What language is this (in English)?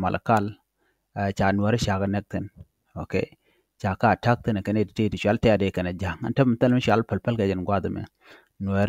Nuer